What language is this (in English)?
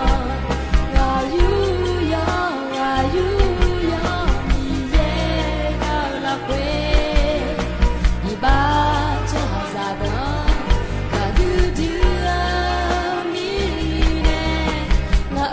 Akha